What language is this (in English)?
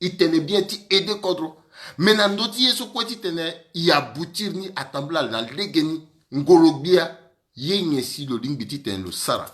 Sango